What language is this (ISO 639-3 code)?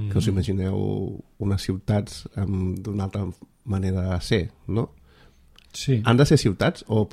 cat